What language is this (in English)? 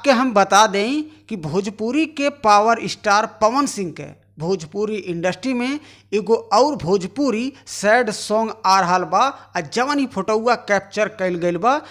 Bhojpuri